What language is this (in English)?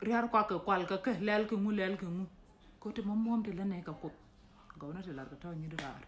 Nuer